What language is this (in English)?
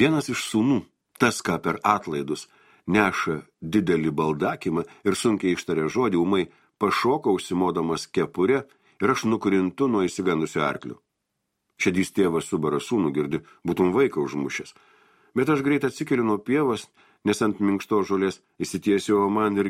Lithuanian